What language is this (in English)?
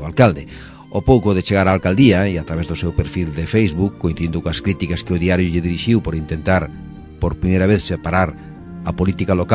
Galician